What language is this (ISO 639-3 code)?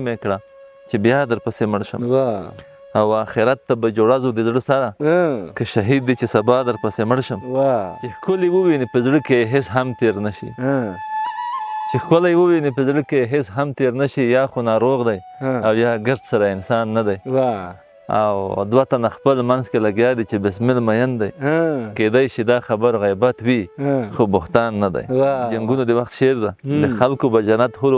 pus